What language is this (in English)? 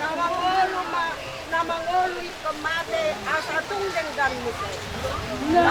Batak Toba